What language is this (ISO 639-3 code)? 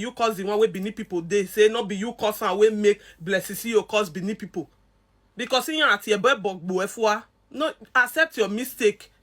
pcm